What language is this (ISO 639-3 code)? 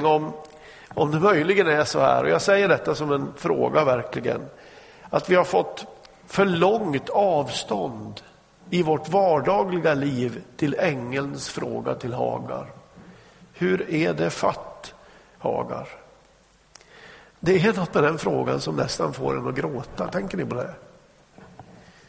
swe